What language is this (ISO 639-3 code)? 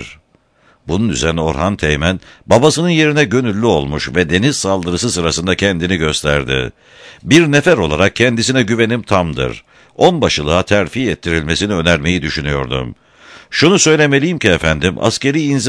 tur